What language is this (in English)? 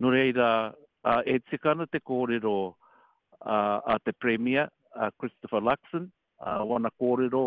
Māori